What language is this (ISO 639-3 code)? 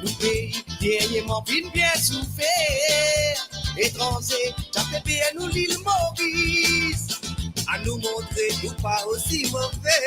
mfe